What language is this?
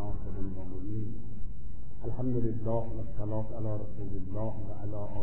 Persian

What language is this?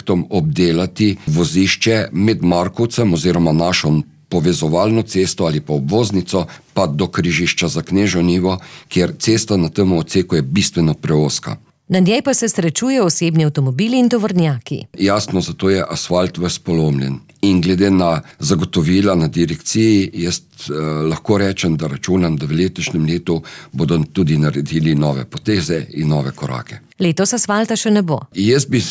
Slovenian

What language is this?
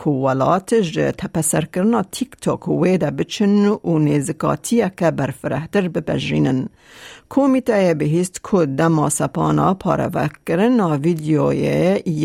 Kurdish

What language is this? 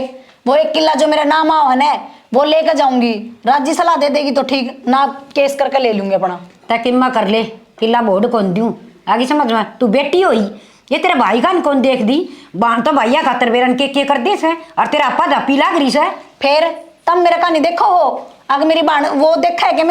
Haryanvi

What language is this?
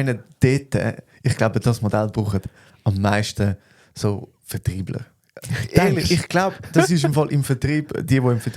Swiss German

